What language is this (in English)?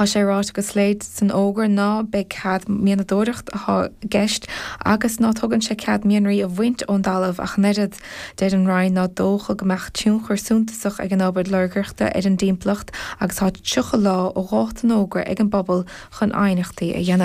Irish